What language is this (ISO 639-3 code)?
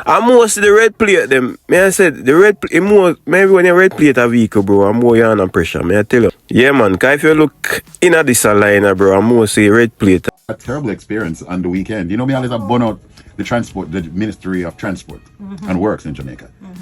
jam